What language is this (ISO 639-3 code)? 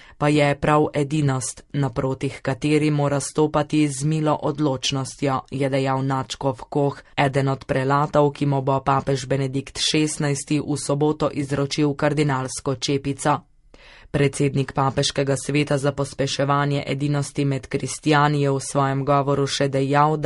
slv